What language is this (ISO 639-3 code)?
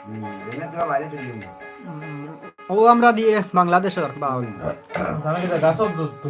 syl